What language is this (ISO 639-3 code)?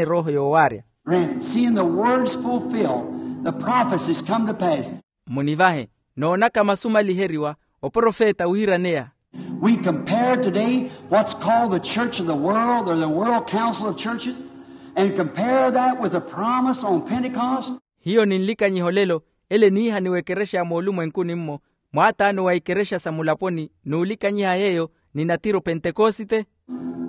vmw